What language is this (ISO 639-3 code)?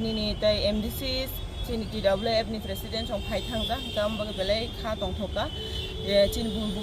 trp